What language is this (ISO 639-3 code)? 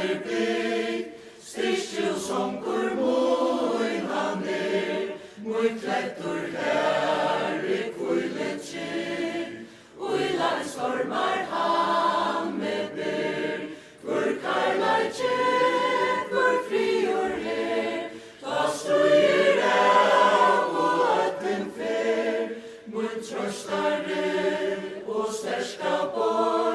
fao